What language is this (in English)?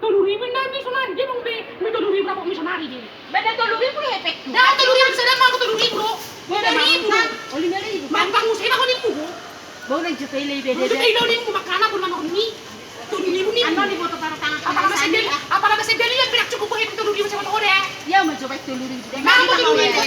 Batak Toba